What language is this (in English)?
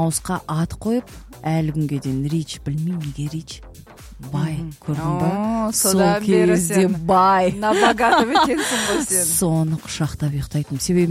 Kazakh